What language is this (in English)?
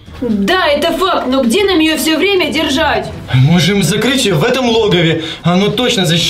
Russian